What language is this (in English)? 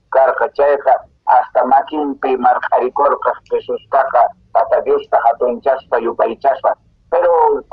Quechua